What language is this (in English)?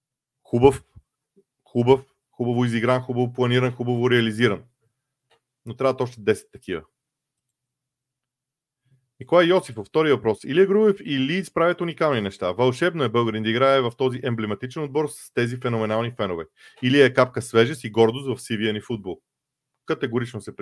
Bulgarian